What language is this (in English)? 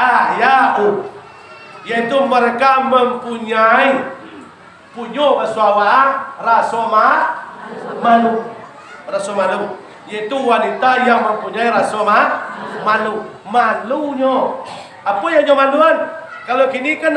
Minangkabau